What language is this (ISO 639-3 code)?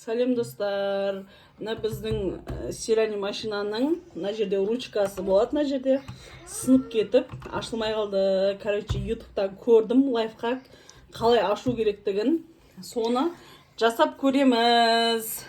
kaz